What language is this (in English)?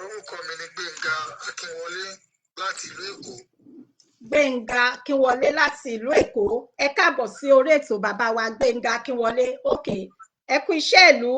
Yoruba